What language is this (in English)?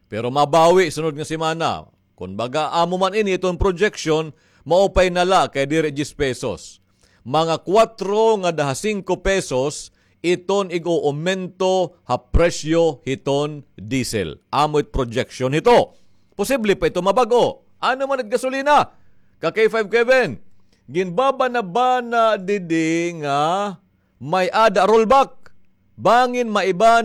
Waray